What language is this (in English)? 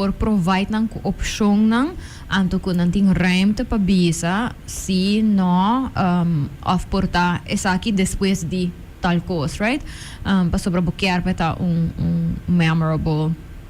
Papiamento